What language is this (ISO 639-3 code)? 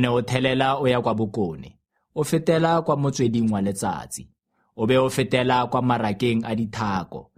tsn